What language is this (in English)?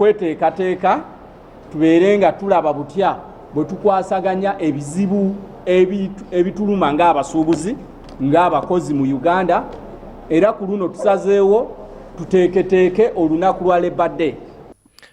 Ganda